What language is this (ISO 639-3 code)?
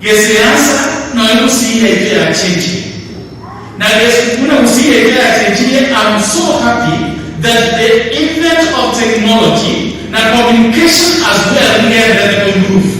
guz